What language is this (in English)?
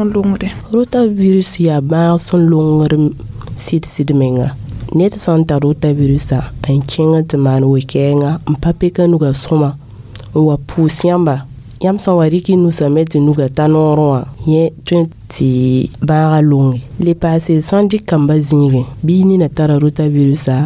Mossi